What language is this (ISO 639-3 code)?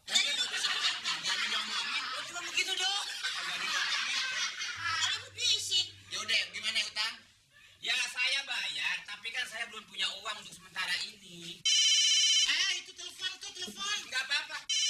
bew